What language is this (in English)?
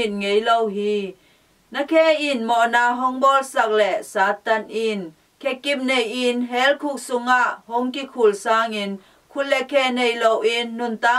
Tedim Chin